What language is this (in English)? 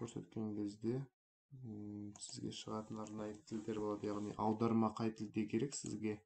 Kazakh